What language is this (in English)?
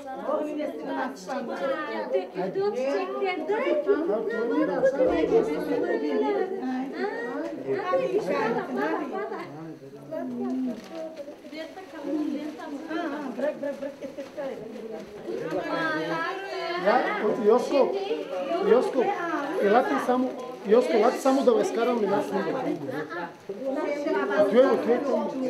Turkish